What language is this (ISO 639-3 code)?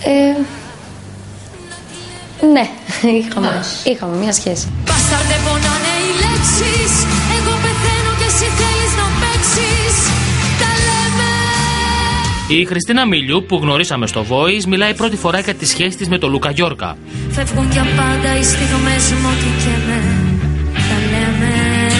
ell